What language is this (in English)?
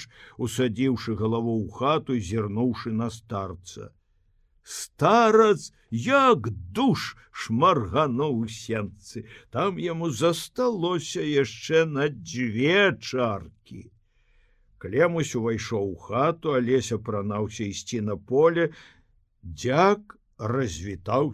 Belarusian